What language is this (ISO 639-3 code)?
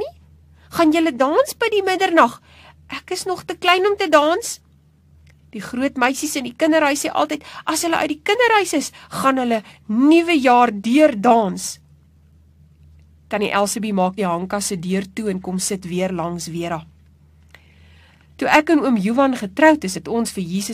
afr